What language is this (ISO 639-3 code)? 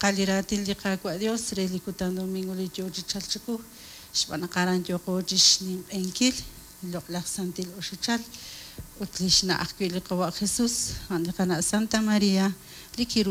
kek